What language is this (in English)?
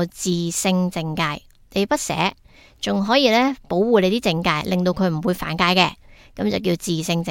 Cantonese